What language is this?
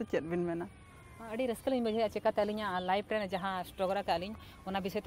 Santali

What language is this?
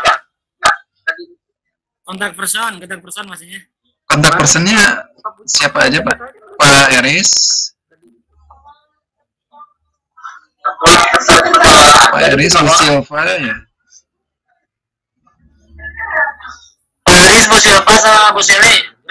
Indonesian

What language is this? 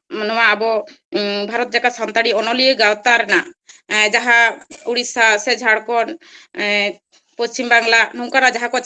Santali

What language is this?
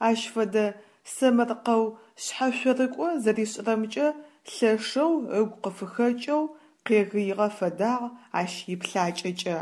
Adyghe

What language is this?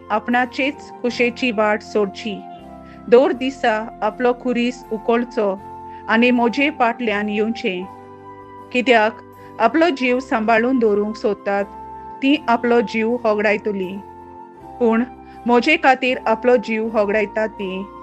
Konkani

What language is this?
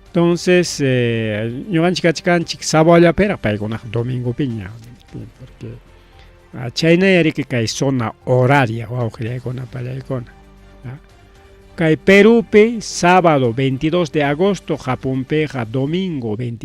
Ayacucho Quechua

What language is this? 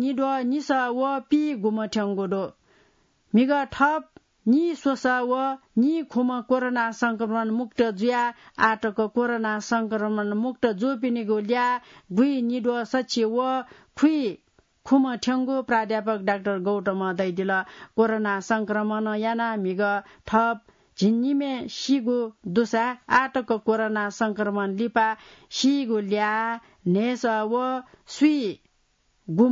Newari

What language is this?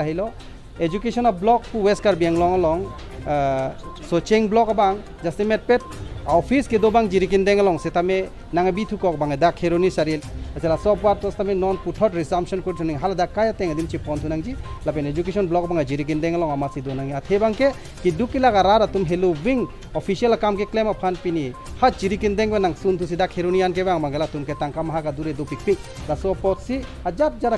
Karbi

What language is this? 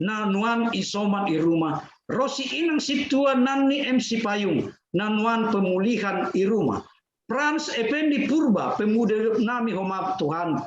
Batak Simalungun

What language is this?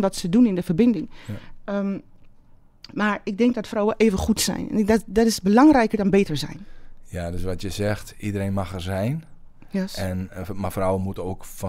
Dutch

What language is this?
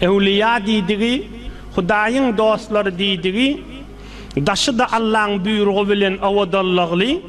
Turkmen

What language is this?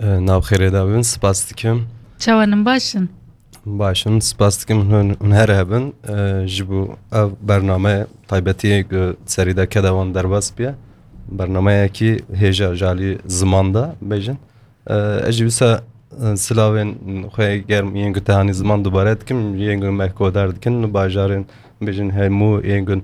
Kurdish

